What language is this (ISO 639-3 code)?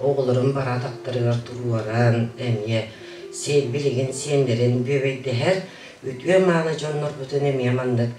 sah